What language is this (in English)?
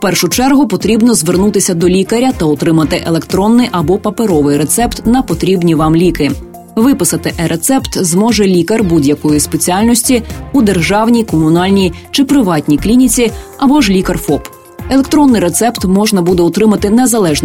Ukrainian